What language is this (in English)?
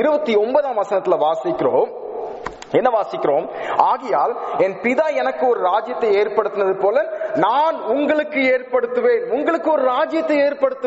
Tamil